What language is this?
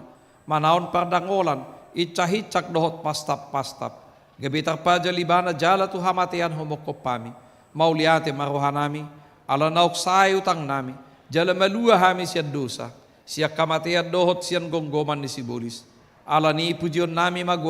Batak Toba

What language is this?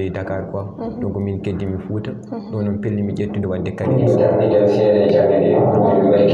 Fula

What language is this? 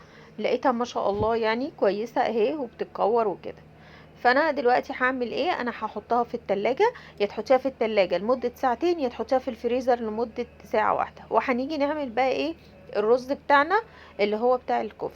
Egyptian Arabic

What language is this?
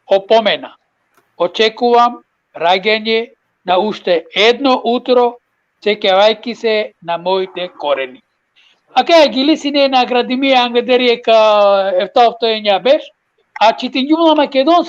Balkan Romani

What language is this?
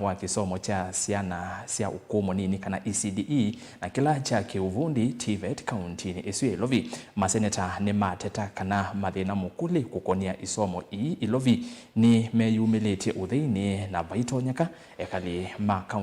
Kamba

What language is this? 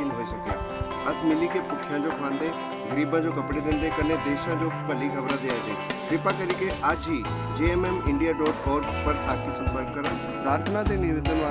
Dogri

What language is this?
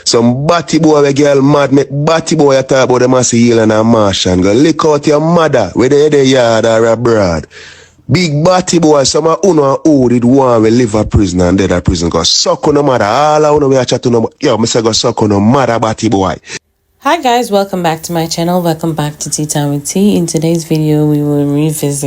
Jamaican Creole English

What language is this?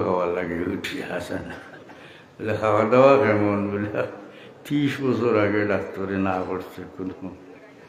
Sylheti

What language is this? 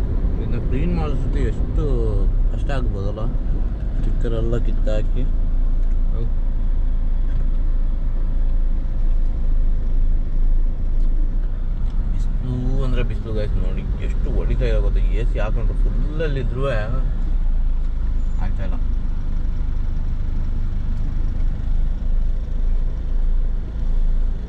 Kannada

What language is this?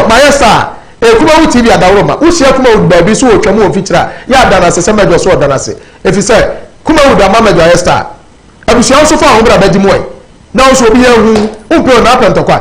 Akan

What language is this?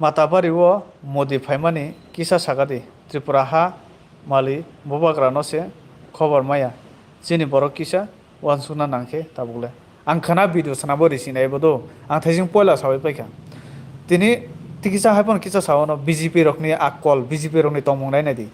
Kok Borok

